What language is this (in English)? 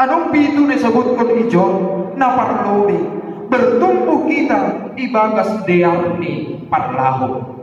Batak Simalungun